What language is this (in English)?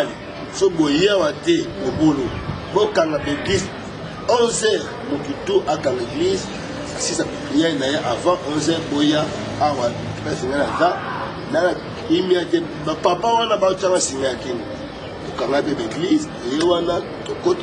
Lingala